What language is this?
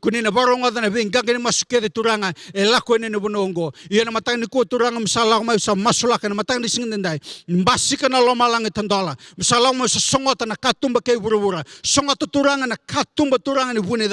Fijian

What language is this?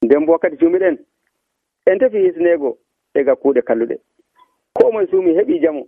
Nigerian Fulfulde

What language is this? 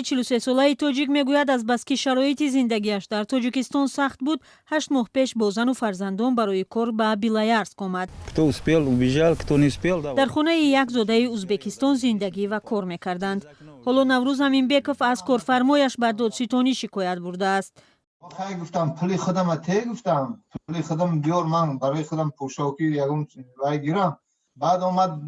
Tajik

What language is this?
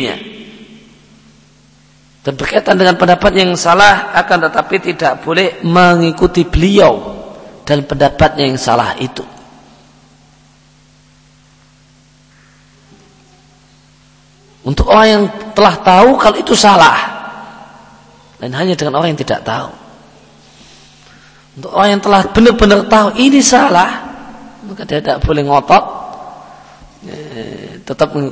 Indonesian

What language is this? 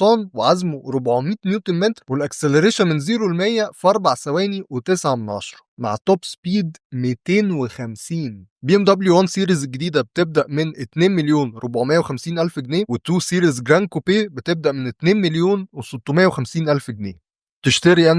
Egyptian Arabic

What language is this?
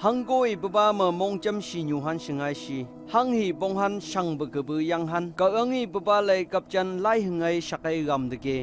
Phom Naga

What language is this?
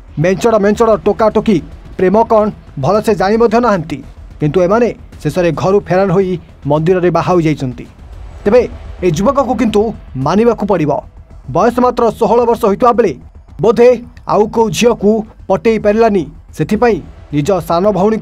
Odia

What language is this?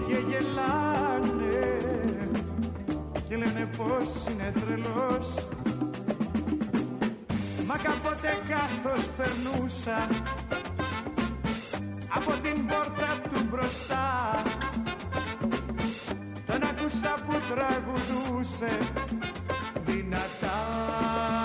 Greek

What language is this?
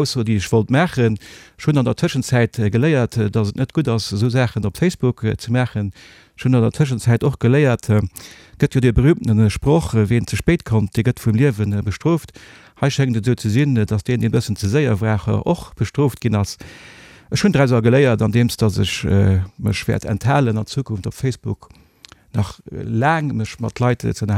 Luxembourgish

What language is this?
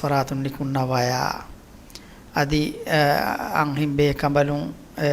Divehi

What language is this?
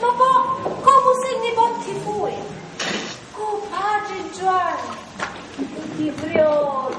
Sicilian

